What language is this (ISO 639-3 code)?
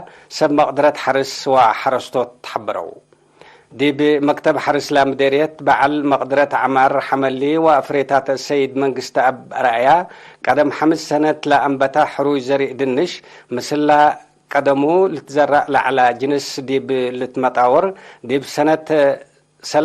tig